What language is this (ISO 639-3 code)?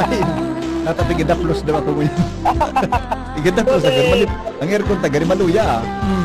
bik